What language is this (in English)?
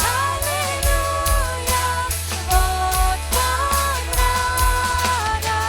Plautdietsch